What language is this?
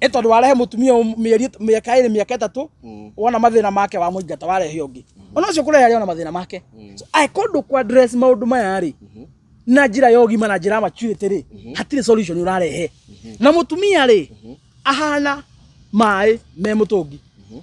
Kikuyu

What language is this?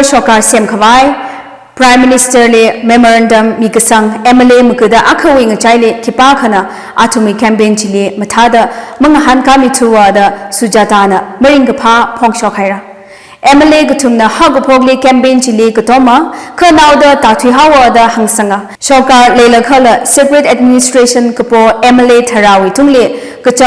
Tangkhul Naga (India)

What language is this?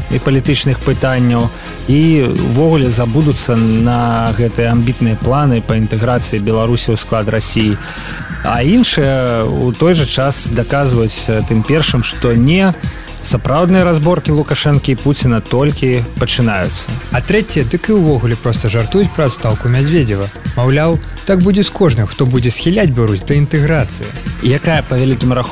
Belarusian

